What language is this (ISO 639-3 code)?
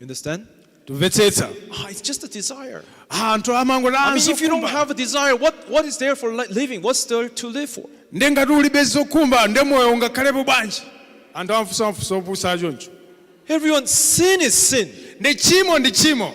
nya